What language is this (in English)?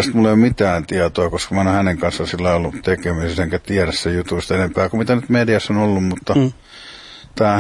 Finnish